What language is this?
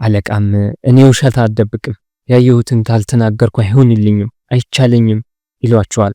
Amharic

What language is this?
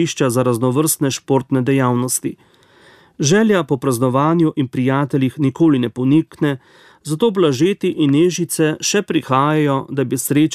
Slovenian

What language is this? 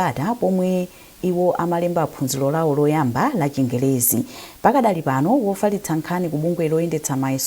Nyanja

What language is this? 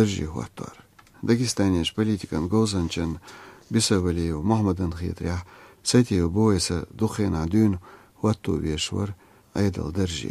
Chechen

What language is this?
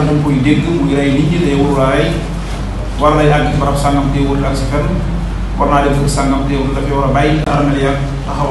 Wolof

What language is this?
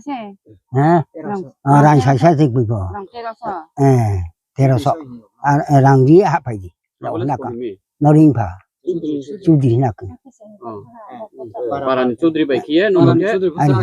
Riang (India)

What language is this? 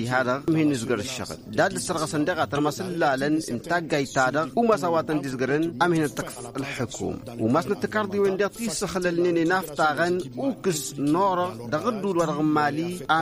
Tamasheq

